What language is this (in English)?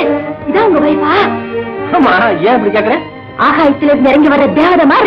Tamil